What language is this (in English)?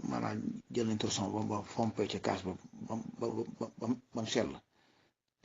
Wolof